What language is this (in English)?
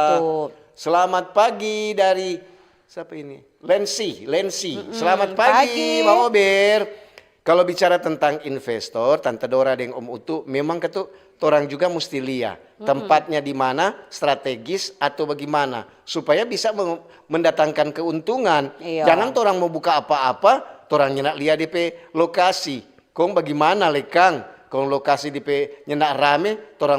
Manado Malay